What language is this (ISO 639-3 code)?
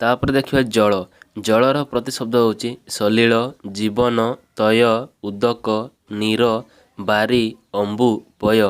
ori